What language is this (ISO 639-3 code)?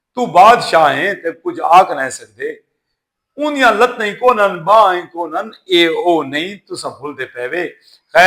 skr